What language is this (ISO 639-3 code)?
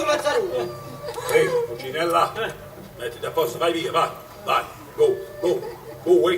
nap